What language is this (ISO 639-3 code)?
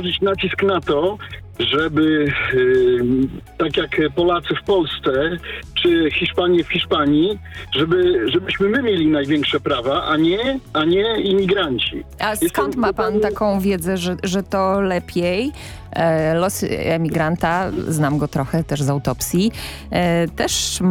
pol